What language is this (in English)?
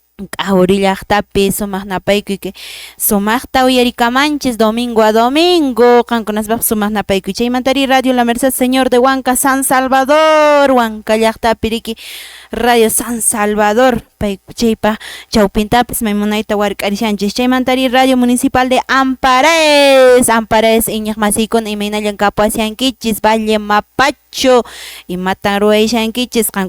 Quechua